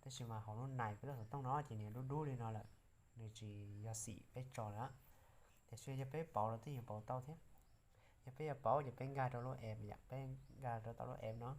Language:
Hmong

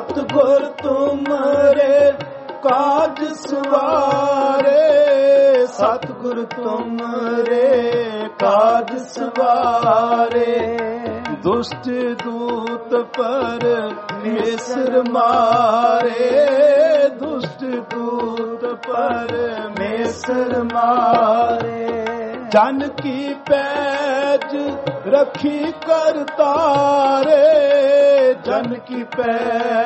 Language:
Punjabi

